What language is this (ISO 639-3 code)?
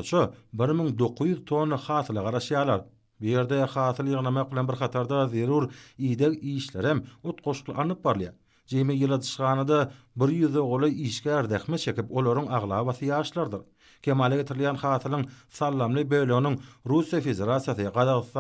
tuk